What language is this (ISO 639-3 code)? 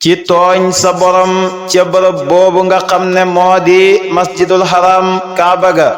wol